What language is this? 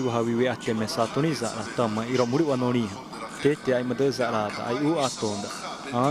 Xavánte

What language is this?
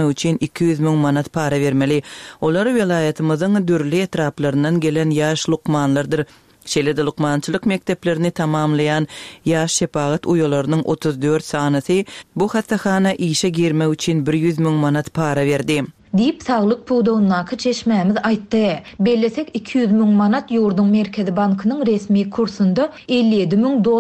Turkmen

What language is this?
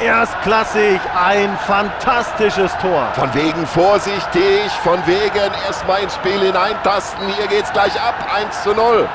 Bavarian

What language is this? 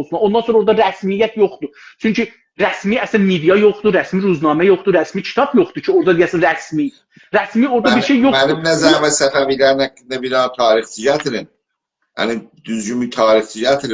South Azerbaijani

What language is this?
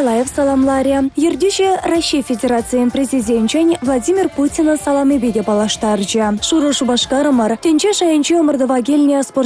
Chuvash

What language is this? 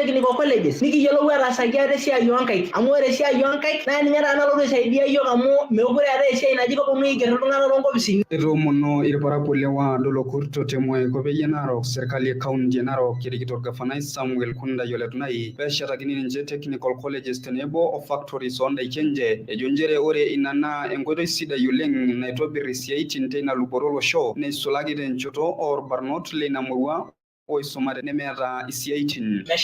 Masai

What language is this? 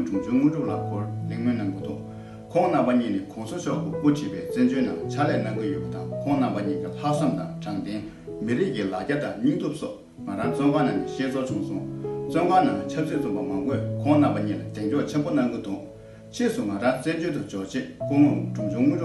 Tibetan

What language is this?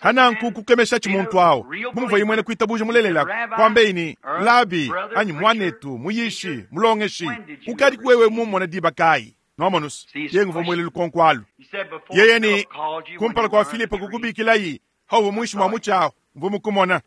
Luba-Lulua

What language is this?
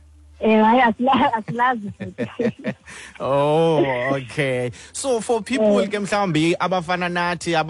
Xhosa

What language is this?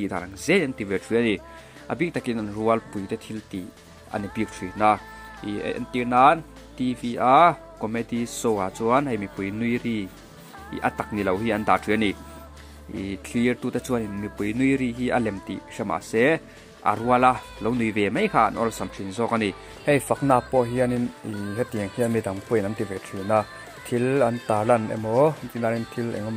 Mizo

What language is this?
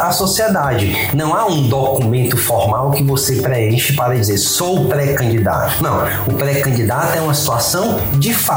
Portuguese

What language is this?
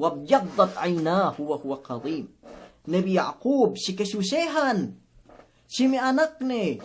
Yakan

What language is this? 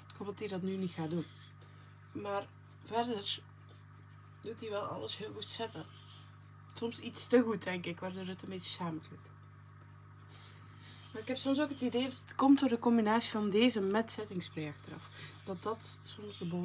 Dutch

